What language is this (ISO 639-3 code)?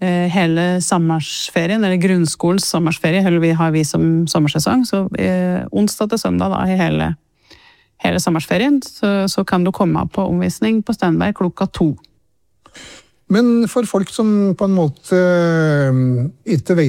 nor